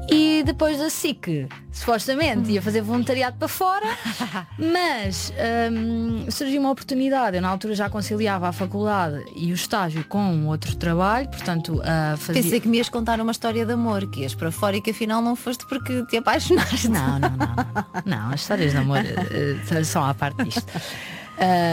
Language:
Portuguese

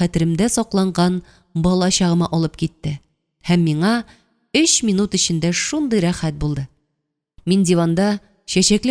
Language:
Tatar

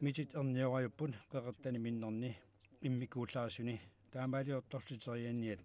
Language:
Kalaallisut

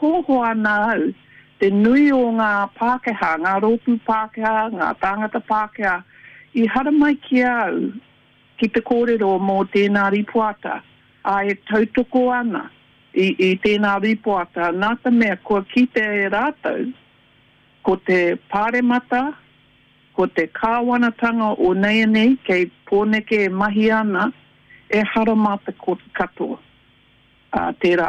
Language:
Māori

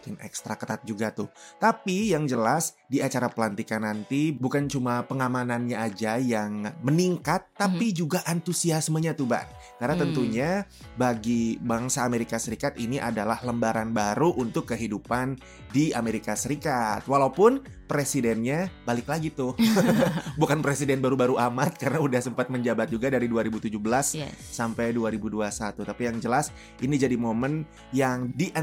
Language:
Indonesian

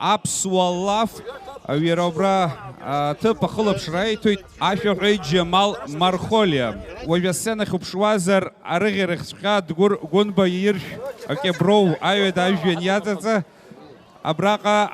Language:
Abkhazian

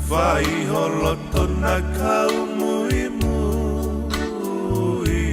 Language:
Tongan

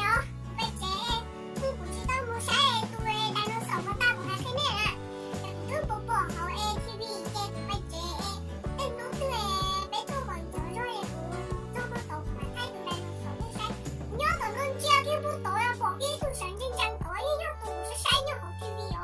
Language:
Hmong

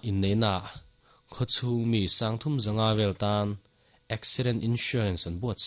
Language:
Mizo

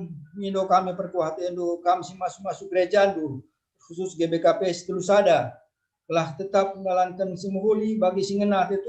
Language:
Batak Karo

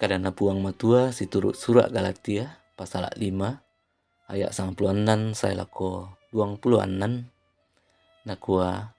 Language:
Toraja-Sa'dan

